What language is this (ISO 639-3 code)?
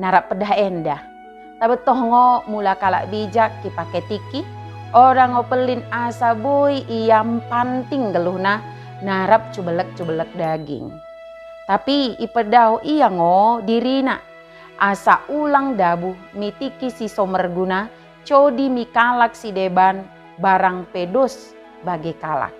btd